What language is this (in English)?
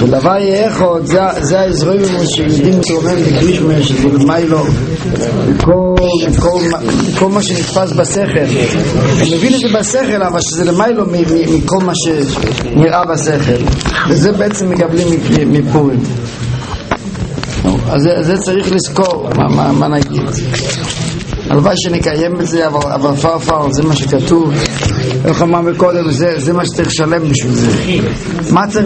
Hebrew